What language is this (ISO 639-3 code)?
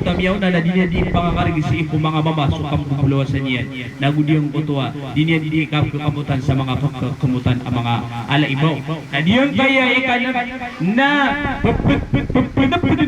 mrw